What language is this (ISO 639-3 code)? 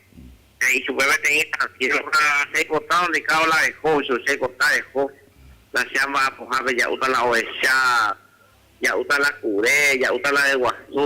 grn